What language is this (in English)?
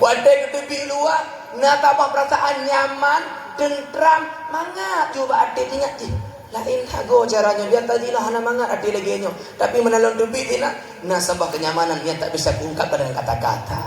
Achinese